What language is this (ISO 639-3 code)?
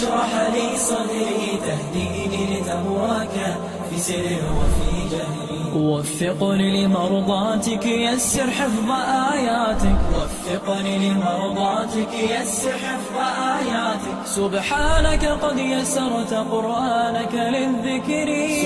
bos